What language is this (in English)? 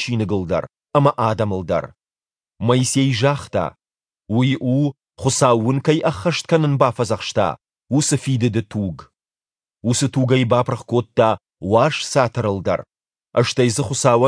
Ossetic